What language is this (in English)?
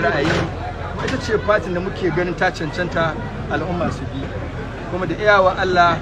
Hausa